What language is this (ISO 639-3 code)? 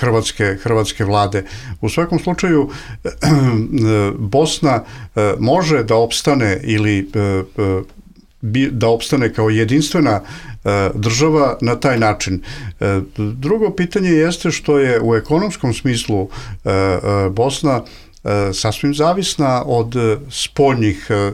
bos